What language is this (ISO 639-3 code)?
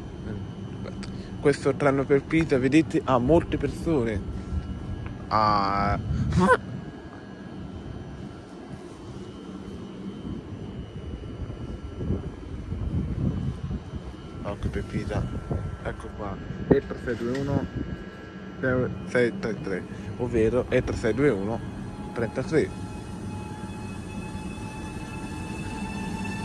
ita